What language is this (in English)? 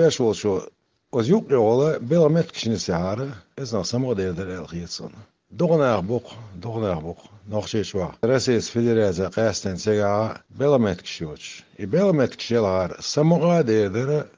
Chechen